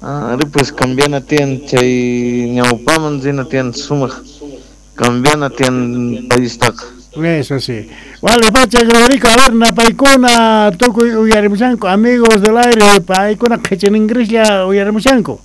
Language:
South Bolivian Quechua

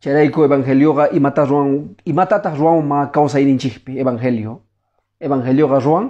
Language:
Quechua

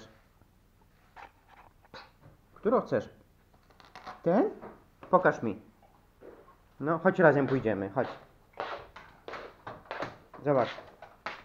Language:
Polish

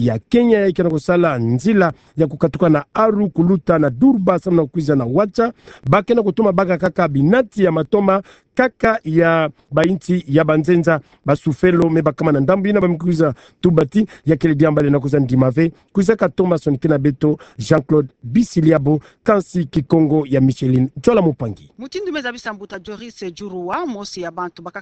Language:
Kituba (Democratic Republic of Congo)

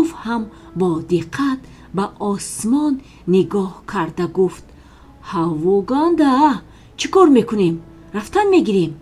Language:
Tajik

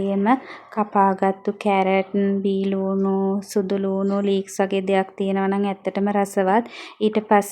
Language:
Sinhala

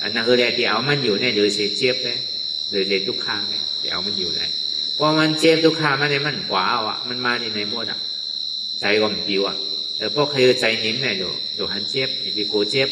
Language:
Shan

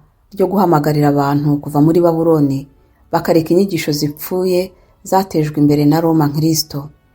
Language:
Kinyarwanda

